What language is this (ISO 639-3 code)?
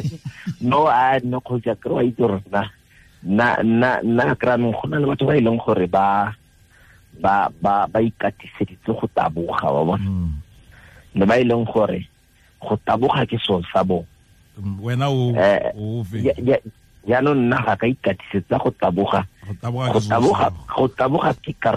tsn